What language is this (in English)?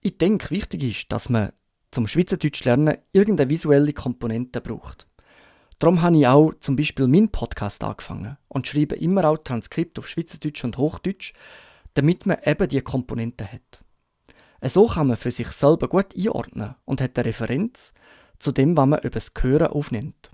Swiss German